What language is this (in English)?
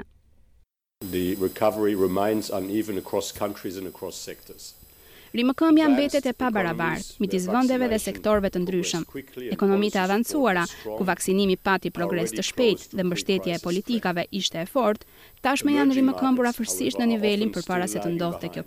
Albanian